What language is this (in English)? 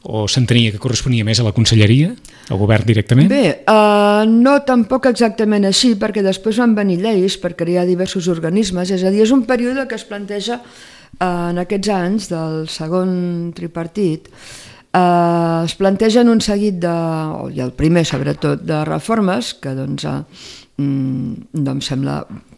Catalan